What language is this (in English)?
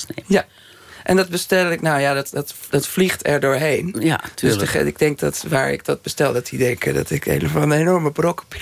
Dutch